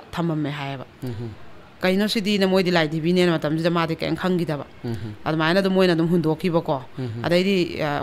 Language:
Manipuri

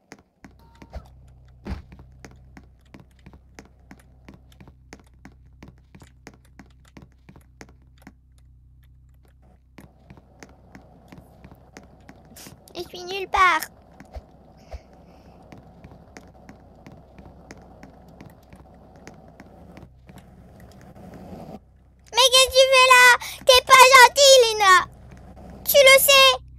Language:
French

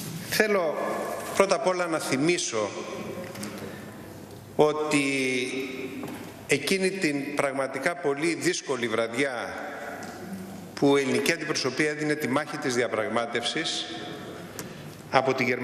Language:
Greek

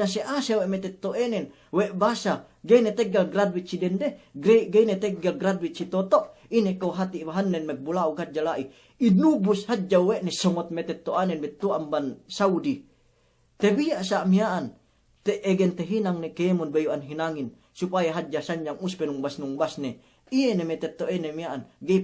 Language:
Yakan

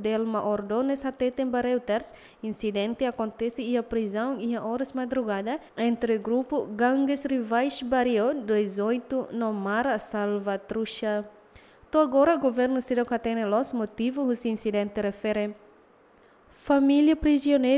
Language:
Tetum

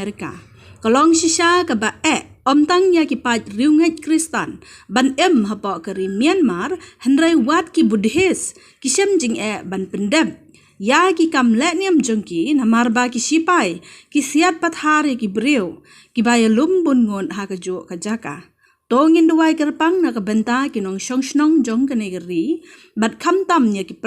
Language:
Khasi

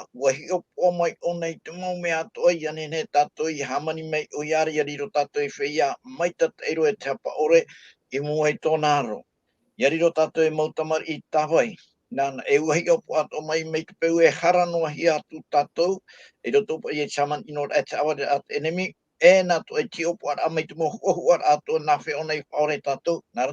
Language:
Tahitian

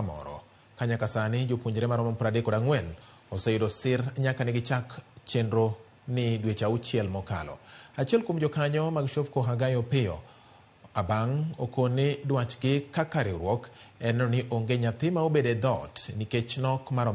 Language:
Luo (Kenya and Tanzania)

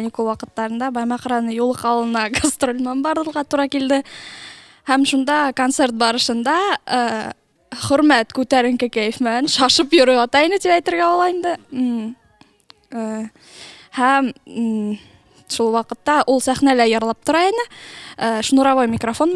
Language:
Bashkir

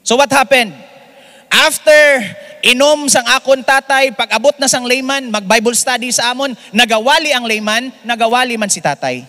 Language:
Hiligaynon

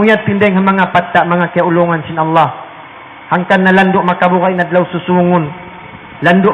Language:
Tausug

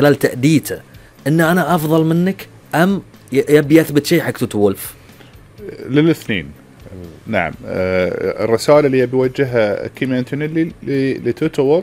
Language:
Gulf Arabic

